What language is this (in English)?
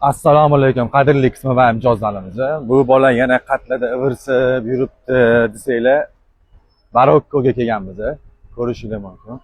Uzbek